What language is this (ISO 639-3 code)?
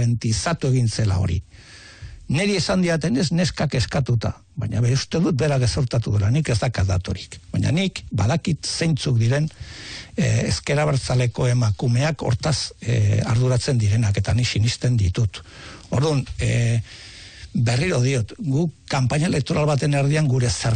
eus